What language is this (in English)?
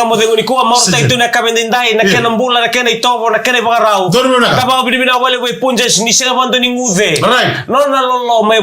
Fijian